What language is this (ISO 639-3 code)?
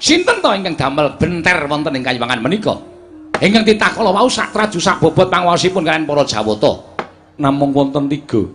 jav